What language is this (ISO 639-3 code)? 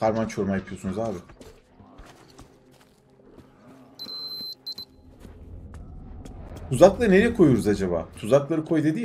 tur